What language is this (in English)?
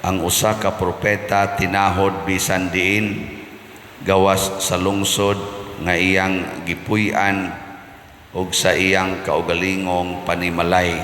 Cebuano